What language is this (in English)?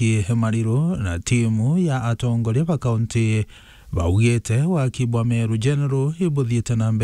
Meru